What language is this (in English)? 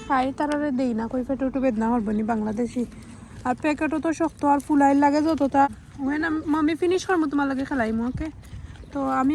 Sylheti